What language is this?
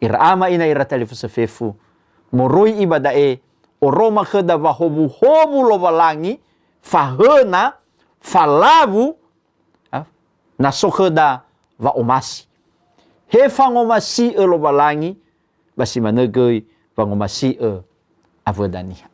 Nias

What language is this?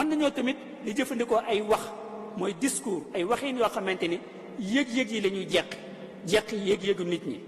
Wolof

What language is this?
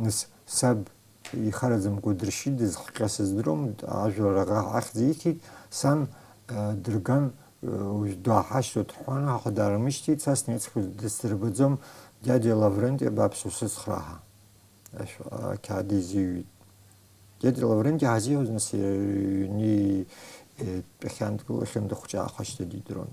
Abkhazian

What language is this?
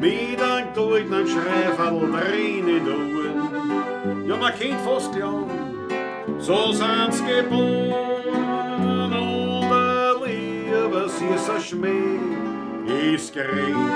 Bavarian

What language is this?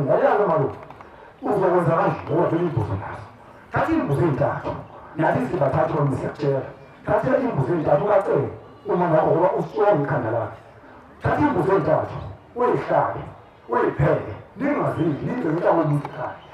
Zulu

